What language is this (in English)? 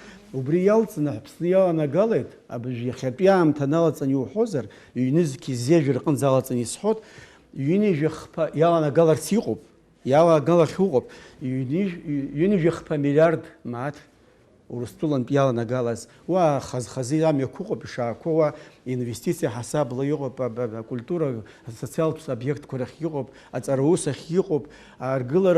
Abkhazian